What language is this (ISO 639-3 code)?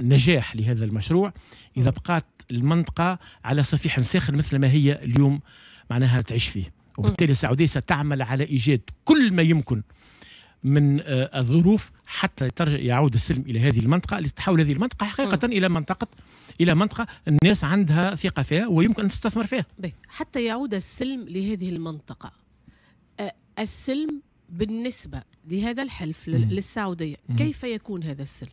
aeb